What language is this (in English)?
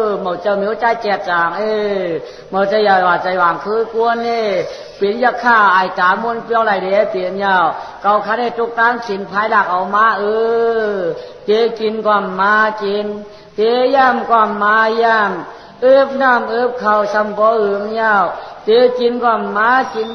Shan